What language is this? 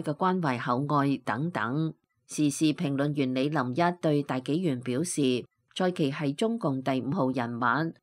Cantonese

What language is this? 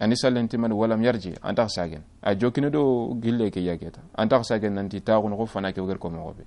Soninke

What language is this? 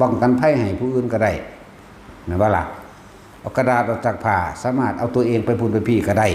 Northeastern Thai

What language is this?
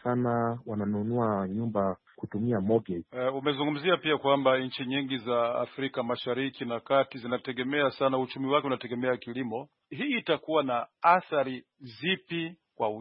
Swahili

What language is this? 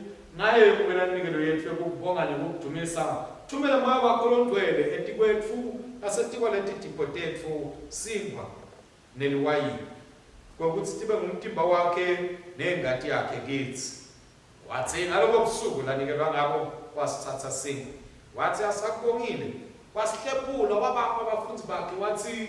Swati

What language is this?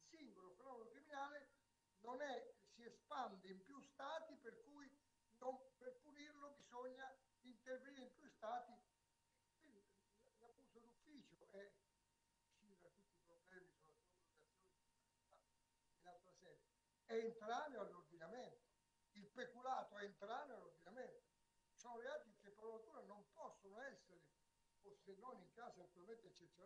Italian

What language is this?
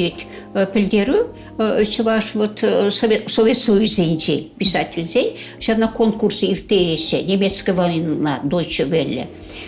Chuvash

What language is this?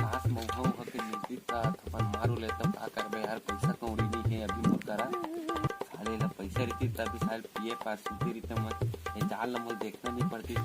Chhattisgarhi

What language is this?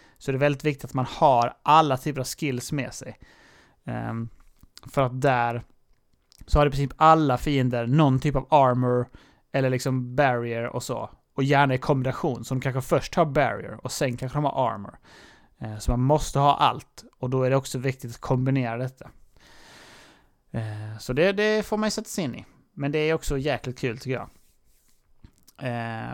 Swedish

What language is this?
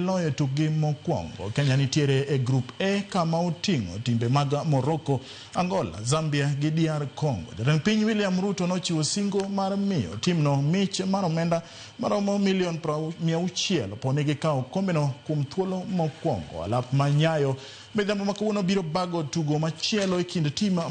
Luo (Kenya and Tanzania)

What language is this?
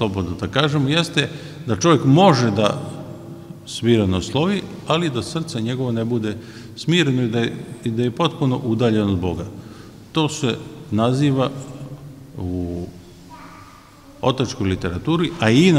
Serbian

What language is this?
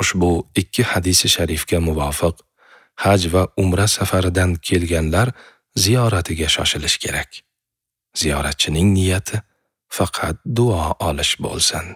Uzbek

